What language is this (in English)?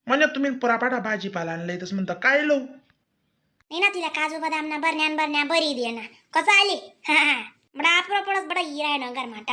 Khandesi